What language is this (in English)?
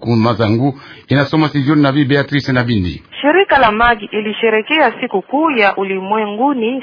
Swahili